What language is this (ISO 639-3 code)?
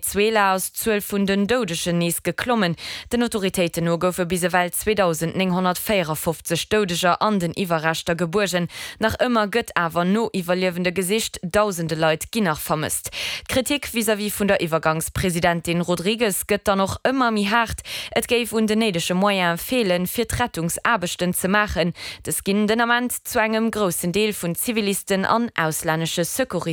ltz